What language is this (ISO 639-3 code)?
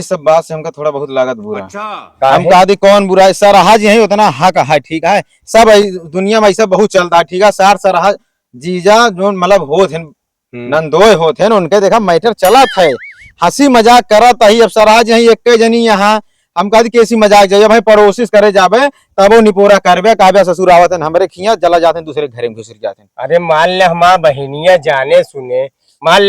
awa